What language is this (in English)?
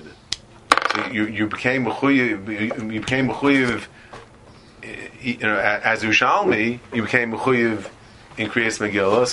English